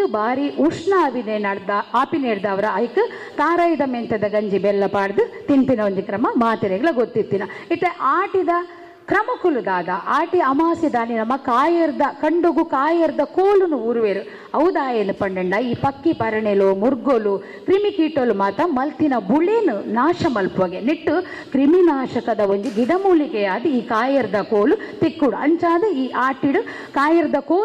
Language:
Tulu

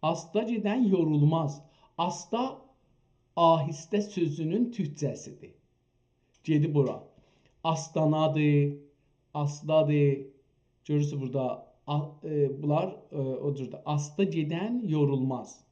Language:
South Azerbaijani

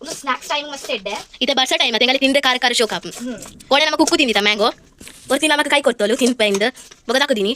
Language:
Tulu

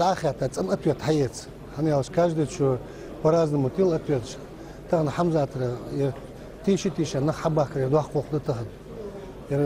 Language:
Ingush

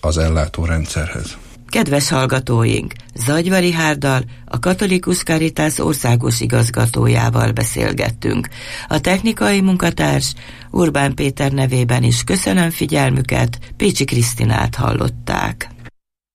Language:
Hungarian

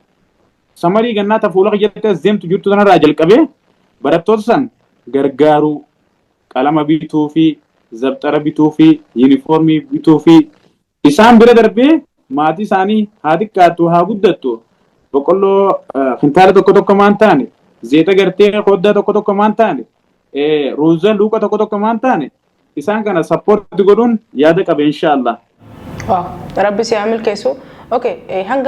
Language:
Oromo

